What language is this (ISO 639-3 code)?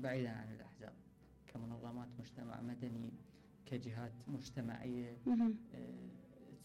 acm